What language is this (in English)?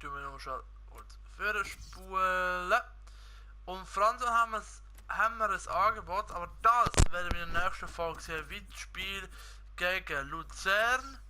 Swiss German